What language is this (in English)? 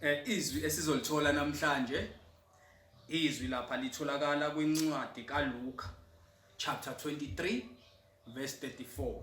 Zulu